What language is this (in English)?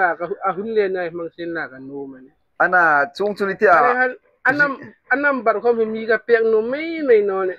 Hmar